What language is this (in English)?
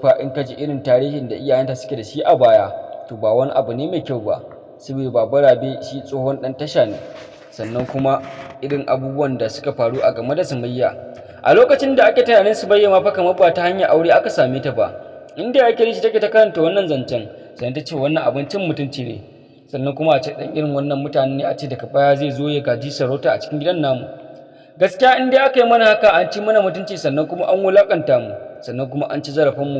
Hausa